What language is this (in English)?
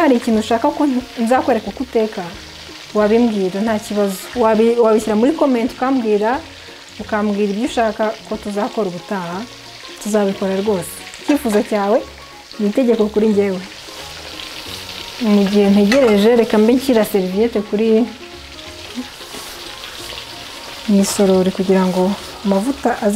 Kinyarwanda